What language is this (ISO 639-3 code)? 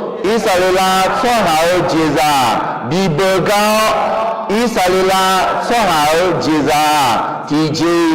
ahk